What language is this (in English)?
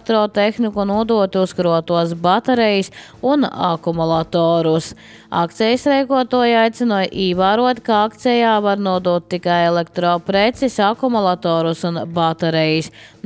Latvian